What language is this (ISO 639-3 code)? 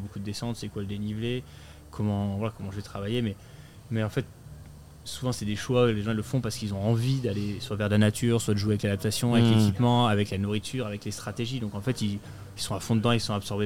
fra